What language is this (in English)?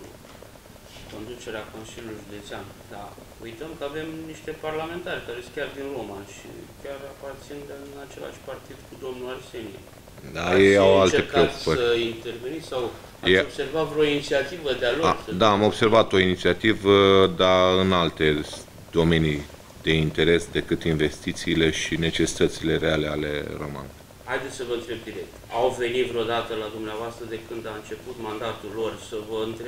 Romanian